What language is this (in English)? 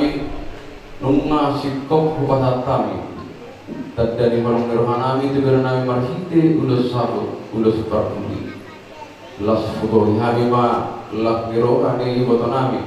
Batak Toba